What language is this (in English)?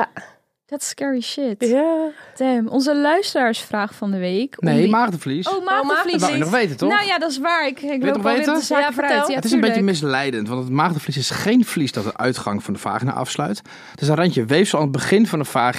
Dutch